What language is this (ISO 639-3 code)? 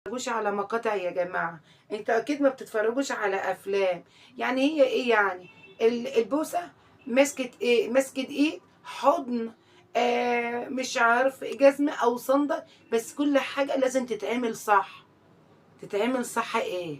arz